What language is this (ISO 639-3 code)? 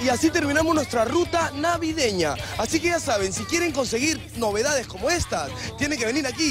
spa